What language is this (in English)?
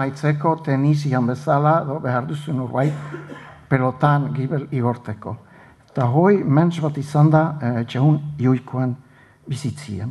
Basque